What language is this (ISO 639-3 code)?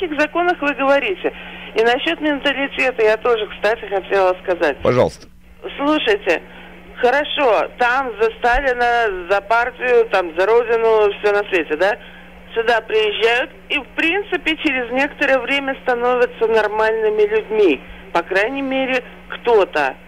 rus